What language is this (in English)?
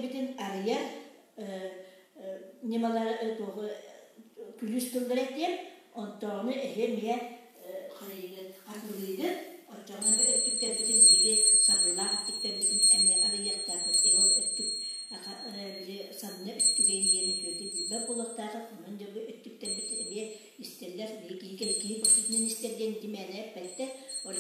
Yakut